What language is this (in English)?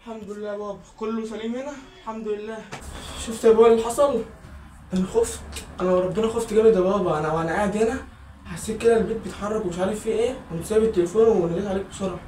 Egyptian Arabic